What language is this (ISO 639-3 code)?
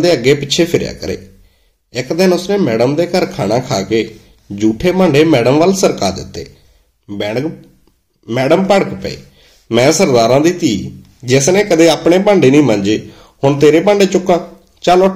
pan